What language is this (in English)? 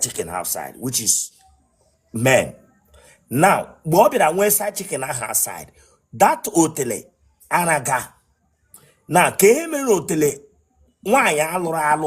Igbo